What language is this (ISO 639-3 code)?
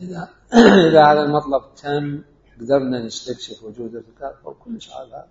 acm